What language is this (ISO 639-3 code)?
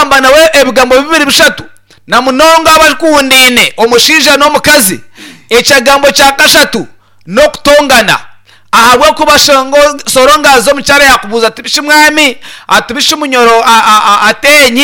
nyn